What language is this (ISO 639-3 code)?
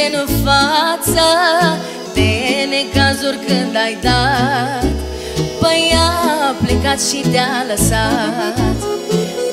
ron